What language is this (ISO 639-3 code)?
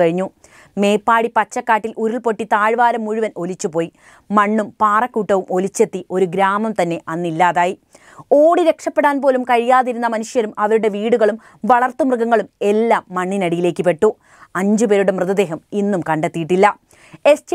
mal